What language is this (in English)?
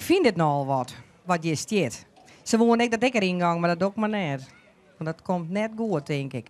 Western Frisian